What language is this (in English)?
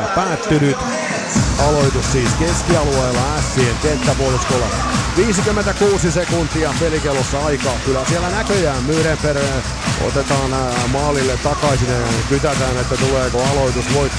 Finnish